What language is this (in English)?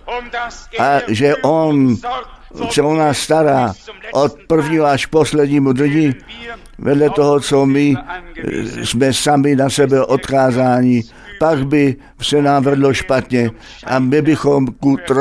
Czech